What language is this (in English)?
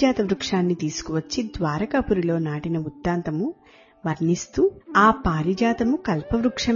Telugu